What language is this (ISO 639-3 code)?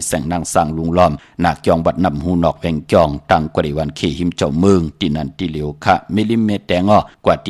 shn